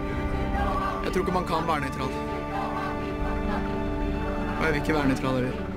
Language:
Norwegian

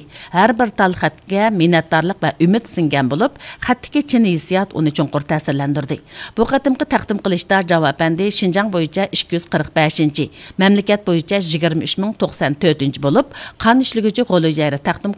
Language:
Uyghur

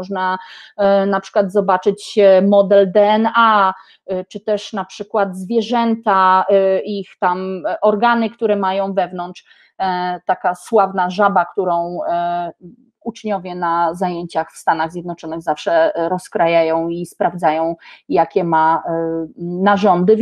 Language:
Polish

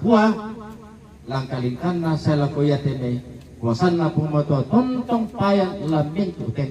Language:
Toraja-Sa'dan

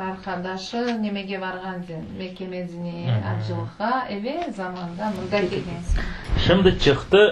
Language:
Crimean Tatar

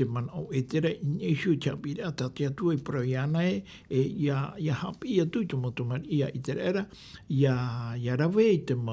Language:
Tahitian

